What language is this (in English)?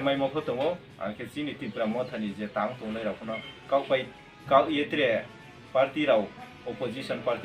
Riang (India)